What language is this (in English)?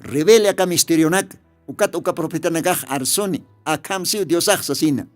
Aymara